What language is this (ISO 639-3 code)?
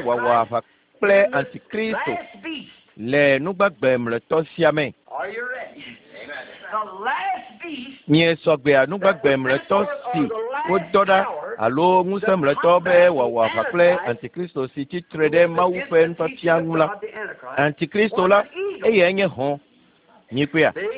ewe